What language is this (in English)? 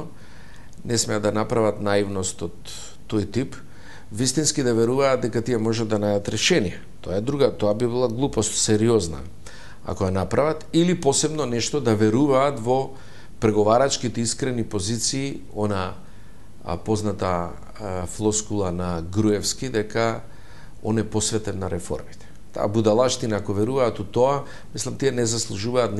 Macedonian